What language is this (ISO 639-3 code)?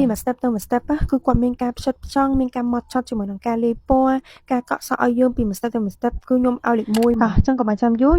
khm